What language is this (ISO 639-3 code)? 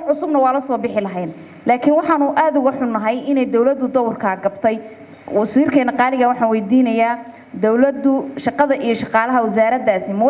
som